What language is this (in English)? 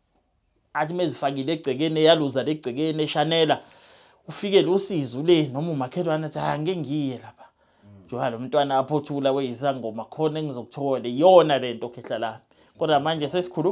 Zulu